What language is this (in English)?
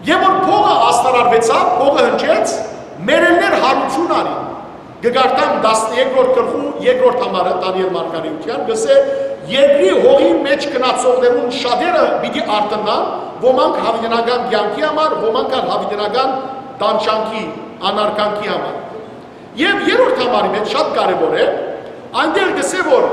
Western Armenian